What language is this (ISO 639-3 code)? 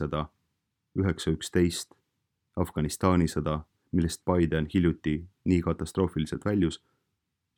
est